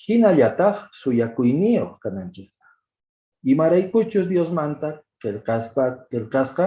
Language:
Quechua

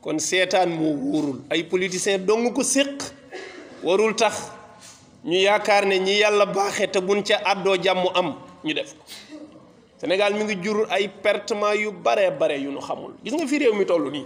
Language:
Wolof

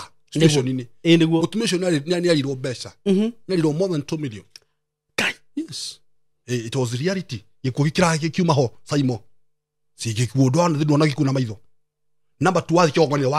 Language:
Kikuyu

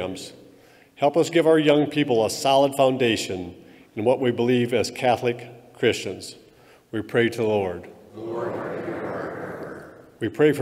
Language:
English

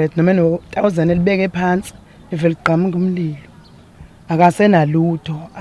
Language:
Zulu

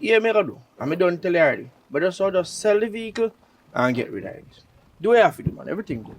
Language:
Jamaican Creole English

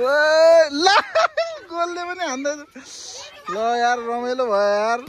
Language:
Nepali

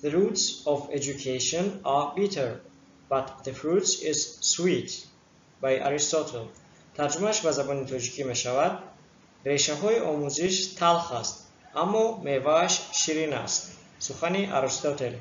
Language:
Tajik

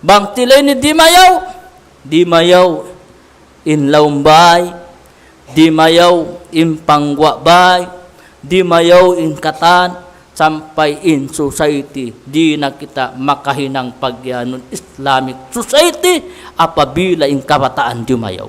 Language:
Tausug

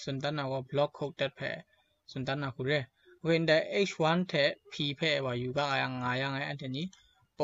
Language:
Kachin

